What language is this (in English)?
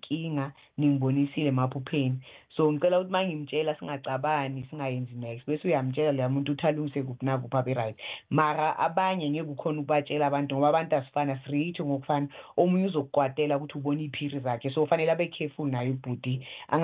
South Ndebele